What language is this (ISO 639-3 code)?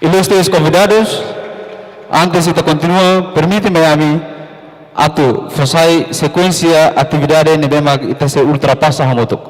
tet